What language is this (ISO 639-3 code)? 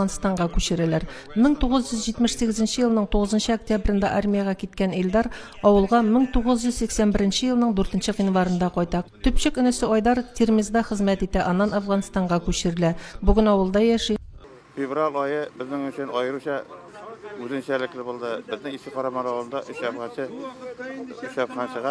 tat